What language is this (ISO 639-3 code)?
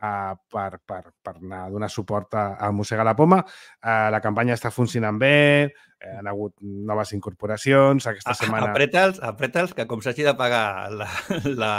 cat